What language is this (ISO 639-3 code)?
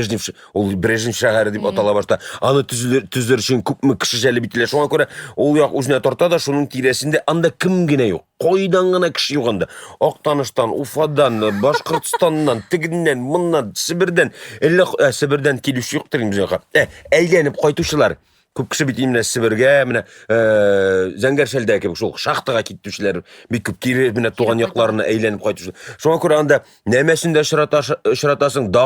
tat